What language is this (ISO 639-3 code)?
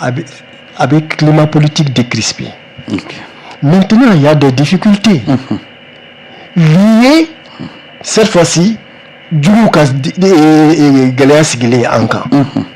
bam